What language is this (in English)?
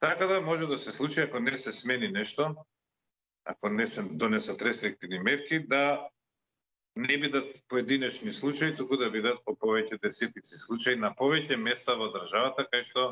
Macedonian